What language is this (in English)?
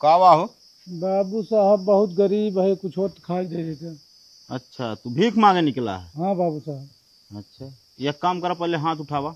Awadhi